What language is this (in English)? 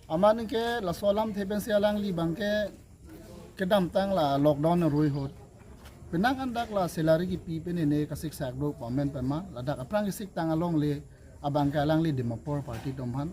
Karbi